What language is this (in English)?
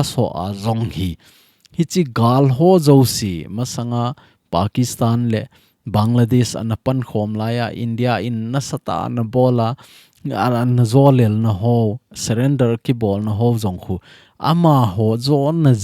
Thado Chin